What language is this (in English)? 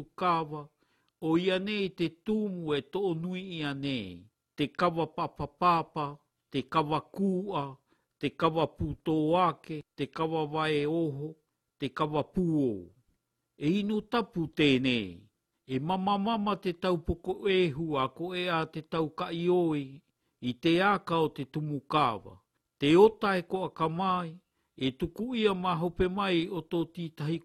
Malagasy